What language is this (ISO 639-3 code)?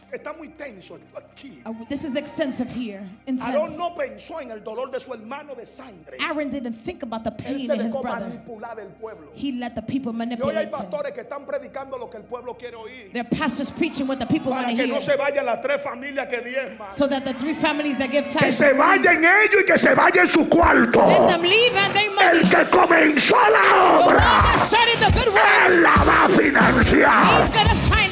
spa